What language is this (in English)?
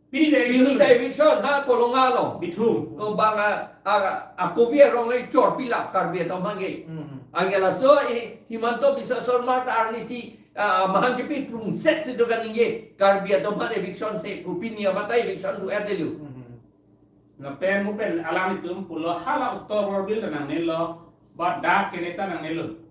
Karbi